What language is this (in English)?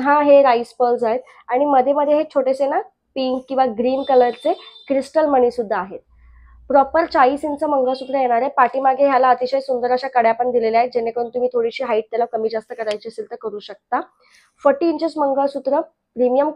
Marathi